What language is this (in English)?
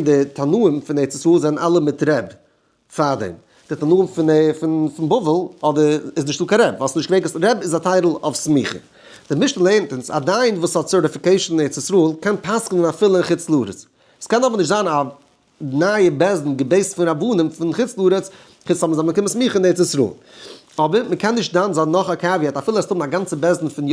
Yiddish